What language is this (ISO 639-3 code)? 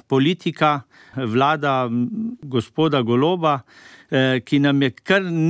slv